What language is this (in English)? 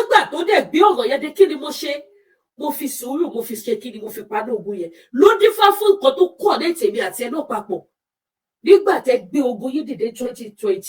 Yoruba